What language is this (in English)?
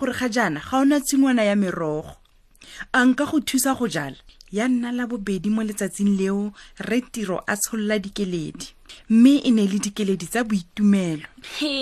Tswana